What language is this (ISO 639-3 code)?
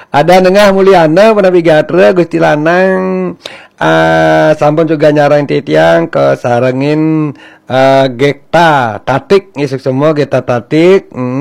ban